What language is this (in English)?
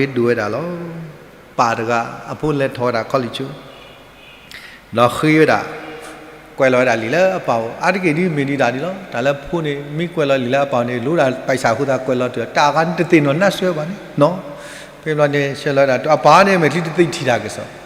S'gaw Karen